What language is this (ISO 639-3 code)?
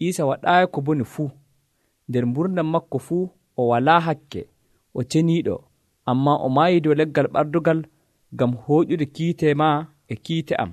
fuv